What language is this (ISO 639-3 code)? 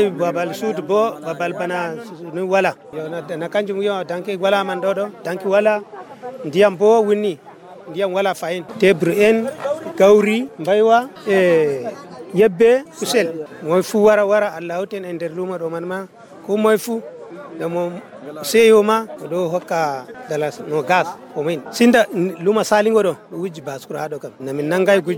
fuv